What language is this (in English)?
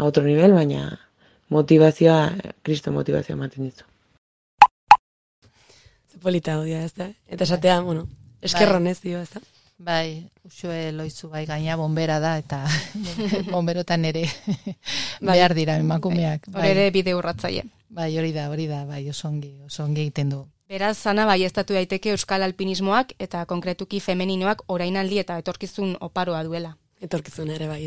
Basque